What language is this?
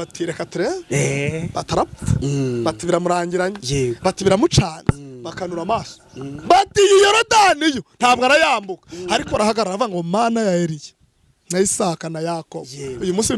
Kinyarwanda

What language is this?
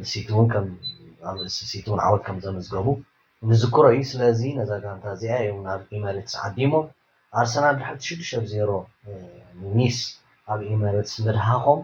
Tigrinya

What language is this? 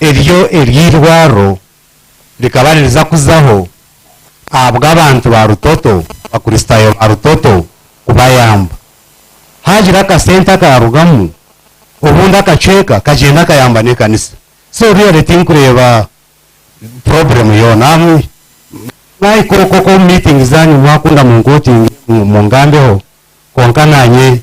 Nyankole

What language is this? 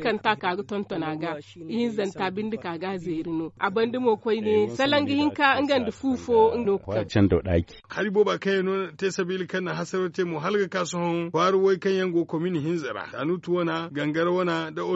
Zarma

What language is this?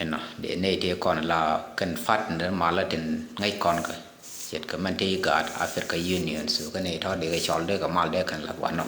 Nuer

